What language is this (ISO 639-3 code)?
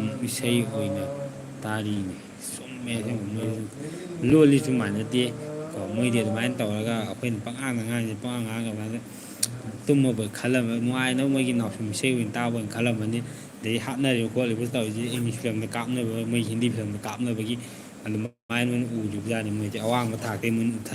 mni